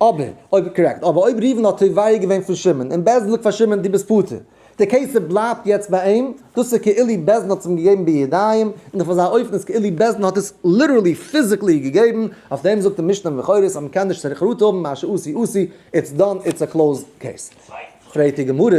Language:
Yiddish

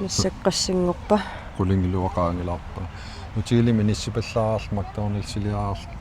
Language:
Kalaallisut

